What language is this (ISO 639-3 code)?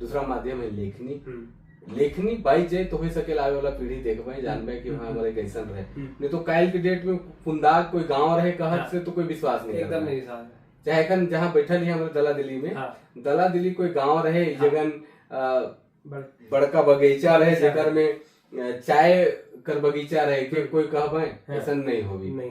sck